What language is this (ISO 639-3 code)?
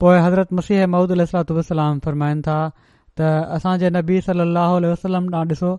snd